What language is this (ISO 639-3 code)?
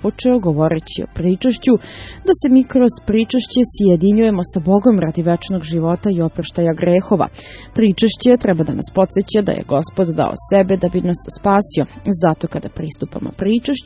srp